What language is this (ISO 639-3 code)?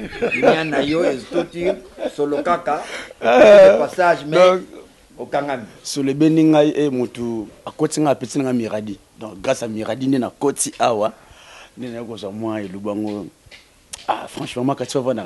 lin